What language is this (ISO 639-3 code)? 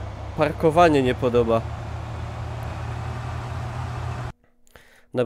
pol